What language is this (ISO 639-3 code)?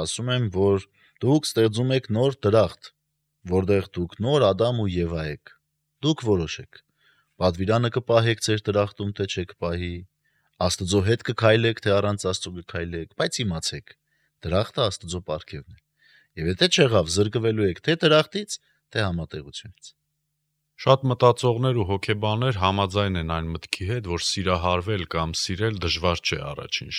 hye